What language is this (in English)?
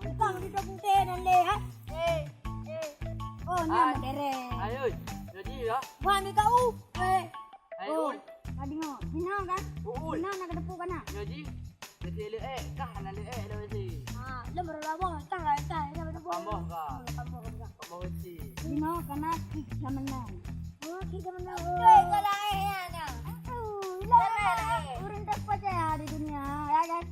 Achinese